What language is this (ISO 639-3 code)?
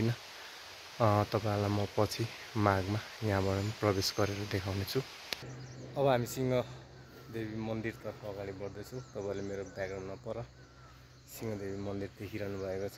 nep